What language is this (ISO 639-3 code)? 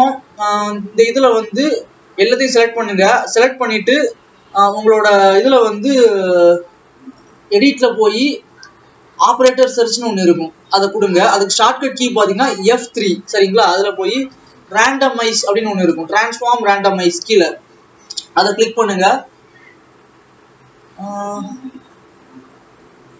tam